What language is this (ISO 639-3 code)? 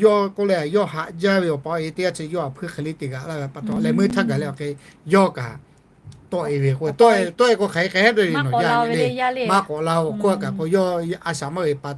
lhu